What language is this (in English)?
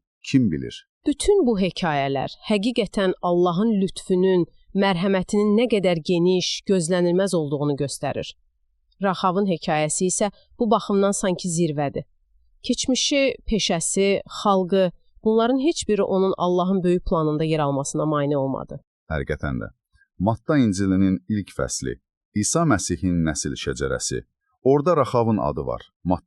Azerbaijani